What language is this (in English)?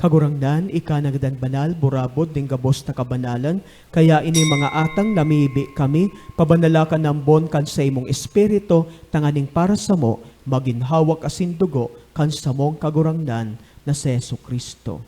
Bikol